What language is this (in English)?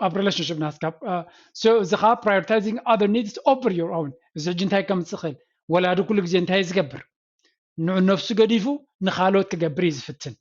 Tigrinya